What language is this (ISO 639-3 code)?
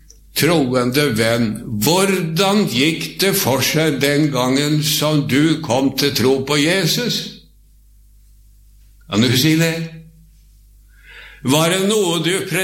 nor